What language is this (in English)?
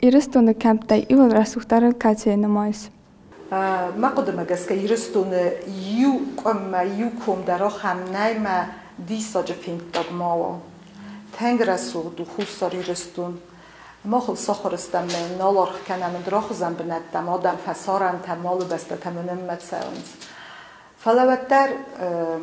Ossetic